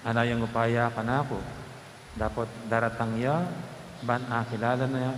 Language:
Pampanga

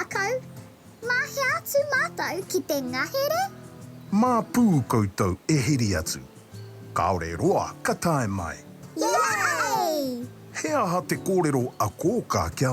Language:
Māori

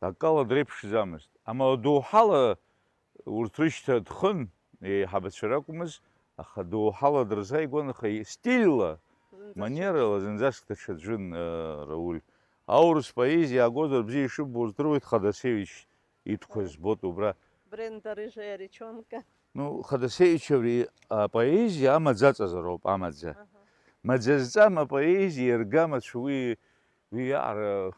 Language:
Abkhazian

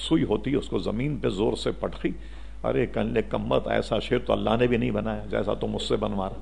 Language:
Urdu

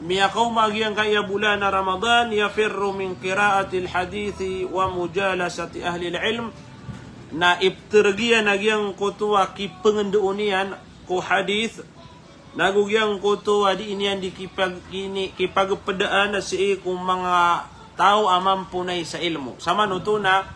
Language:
Maranao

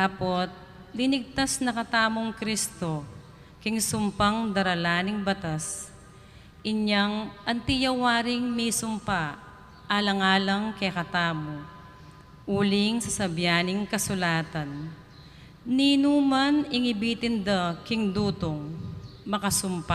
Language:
Pampanga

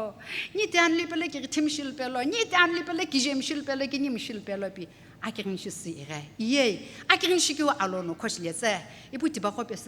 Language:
Sumi Naga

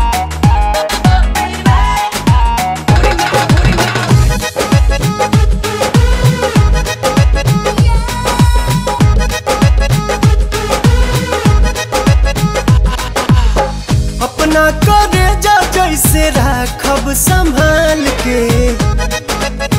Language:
Bhojpuri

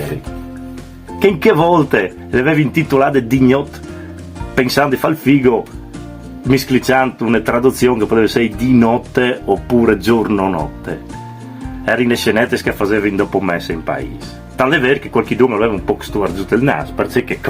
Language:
Friulian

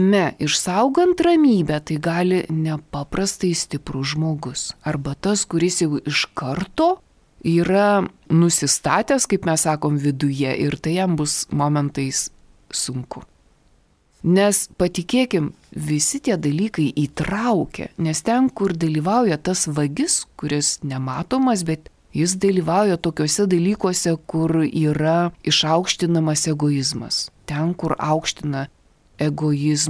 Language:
Lithuanian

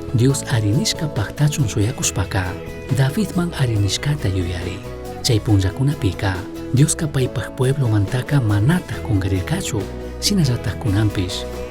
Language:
Chimborazo Highland Quichua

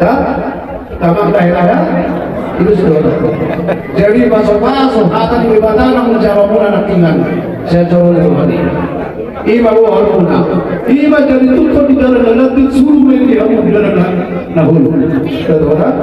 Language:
Batak Toba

